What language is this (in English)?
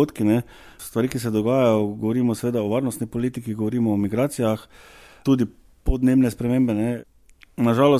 Slovenian